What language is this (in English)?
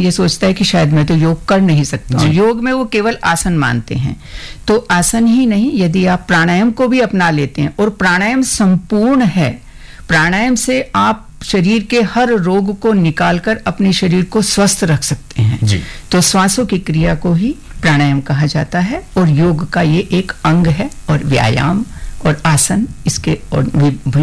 Hindi